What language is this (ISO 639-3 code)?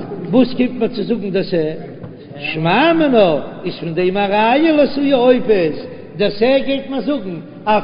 yid